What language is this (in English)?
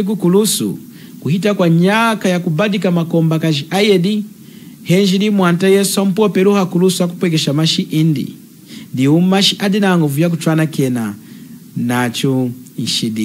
Lunda